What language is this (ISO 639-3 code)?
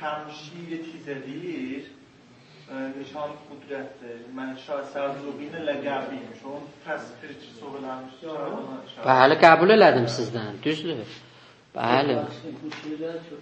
azb